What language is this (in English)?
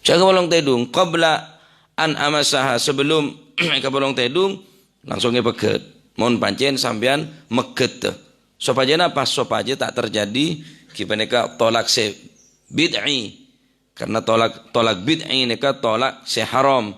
Madurese